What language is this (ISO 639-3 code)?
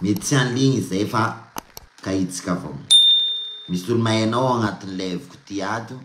mlg